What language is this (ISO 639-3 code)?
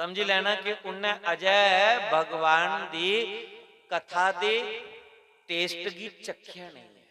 doi